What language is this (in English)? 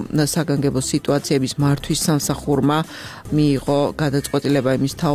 Georgian